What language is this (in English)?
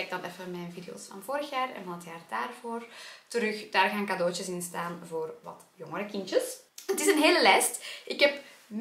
Dutch